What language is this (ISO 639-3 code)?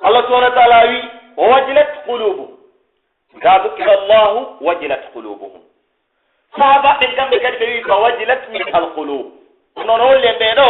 fuf